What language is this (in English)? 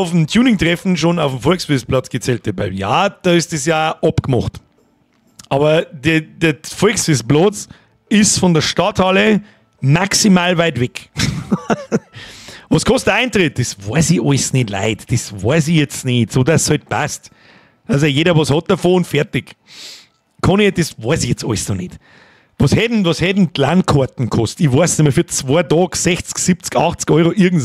Bavarian